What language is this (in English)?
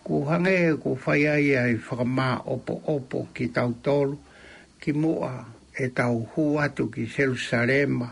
Tongan